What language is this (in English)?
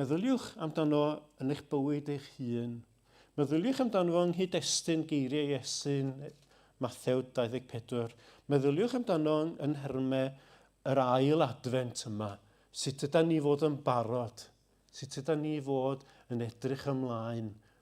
Welsh